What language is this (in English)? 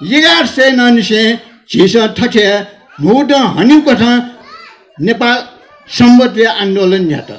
Newari